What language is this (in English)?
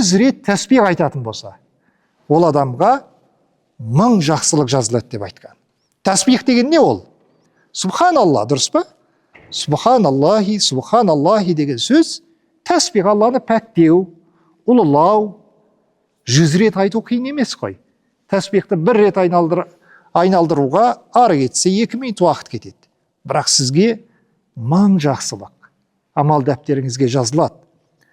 Kazakh